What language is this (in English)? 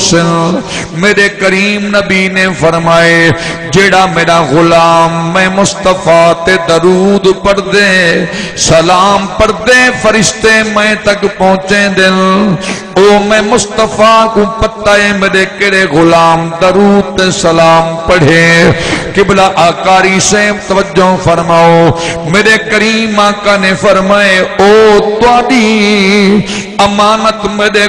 Saraiki